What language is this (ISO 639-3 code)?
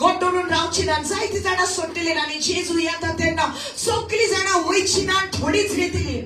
kok